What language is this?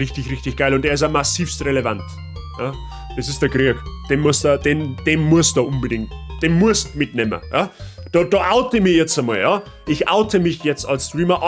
Bavarian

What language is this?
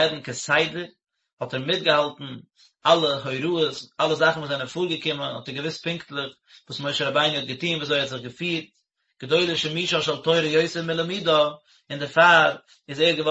Yiddish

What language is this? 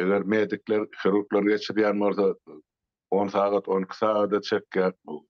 Turkmen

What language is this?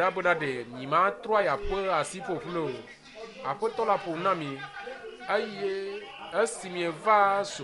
Ewe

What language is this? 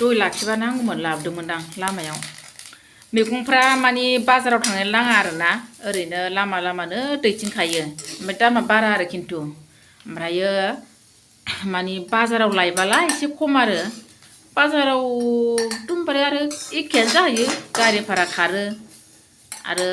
Bodo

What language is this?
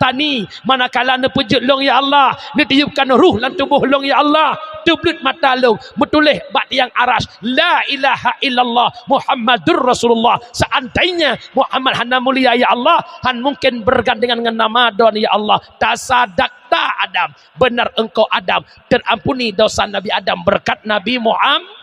Achinese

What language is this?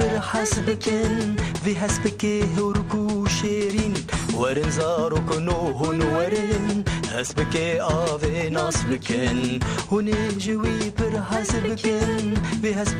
Kurdish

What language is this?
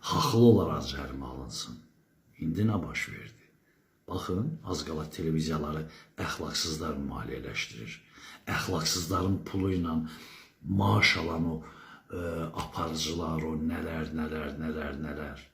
Azerbaijani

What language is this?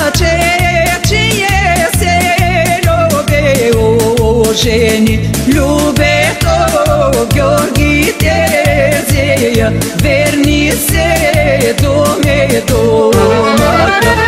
Bulgarian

